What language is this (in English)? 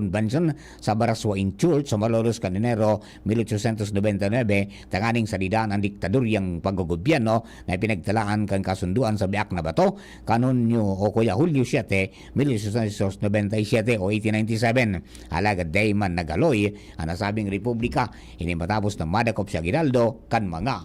Bikol